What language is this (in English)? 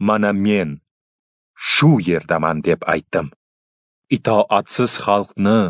Uzbek